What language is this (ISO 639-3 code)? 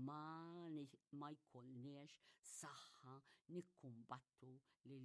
mlt